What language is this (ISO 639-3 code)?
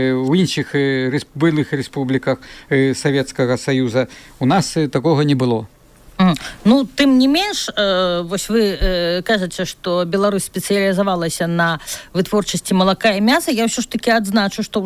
bel